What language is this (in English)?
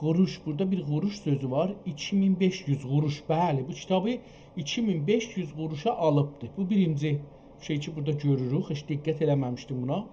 South Azerbaijani